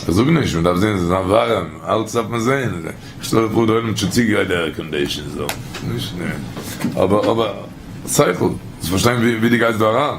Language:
Yiddish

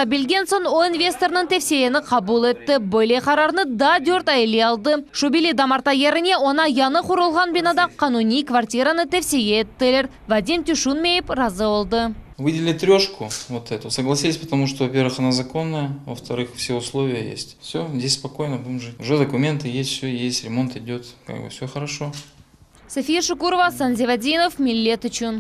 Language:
Crimean Tatar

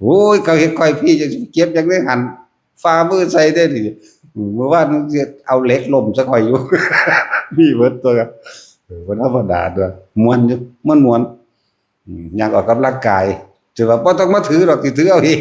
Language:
Northeastern Thai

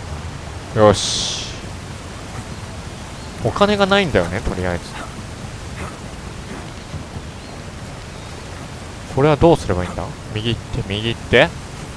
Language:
Japanese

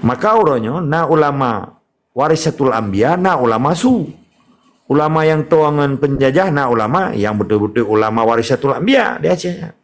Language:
Achinese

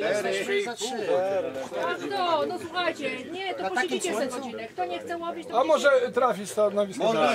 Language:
Polish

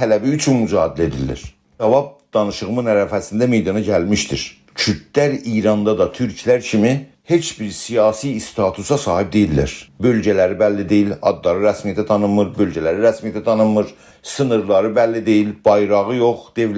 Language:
South Azerbaijani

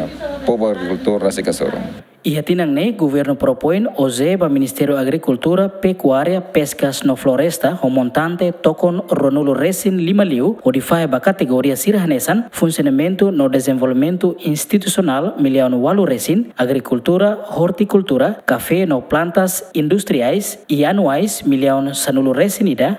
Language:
Tetum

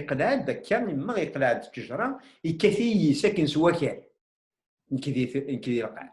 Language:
Kabyle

